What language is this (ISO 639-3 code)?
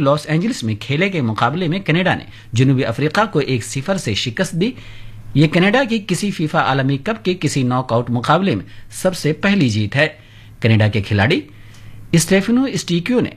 urd